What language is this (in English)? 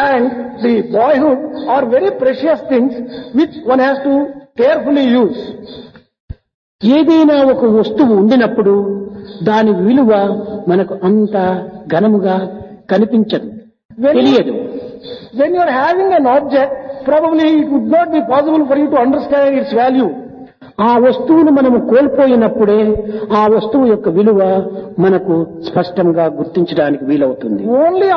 Telugu